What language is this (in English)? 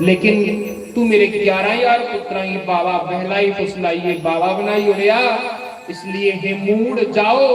Dogri